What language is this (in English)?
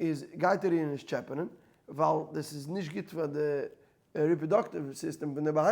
Yiddish